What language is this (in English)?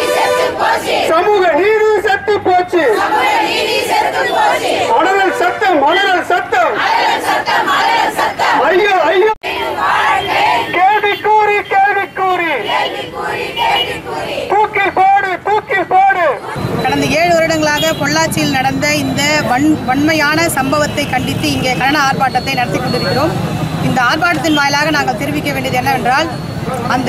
Tamil